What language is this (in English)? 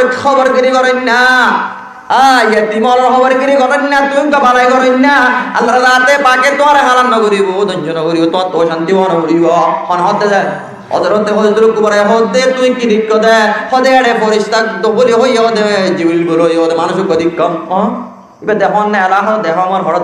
Rohingya